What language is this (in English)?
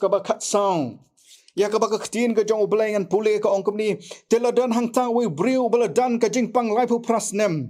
Khasi